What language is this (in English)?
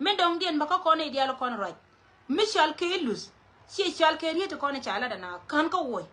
Nuer